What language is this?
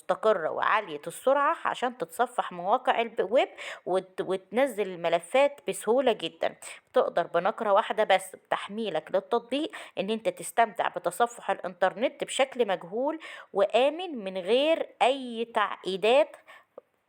Egyptian Arabic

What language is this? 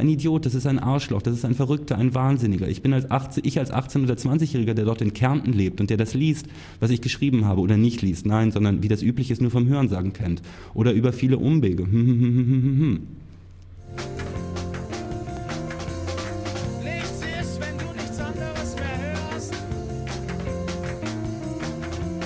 German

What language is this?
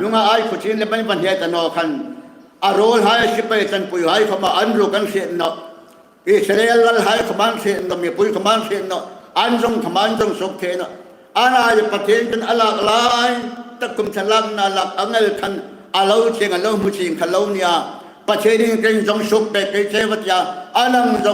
Hmar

